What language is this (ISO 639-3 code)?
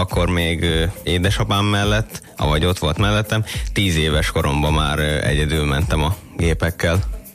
hun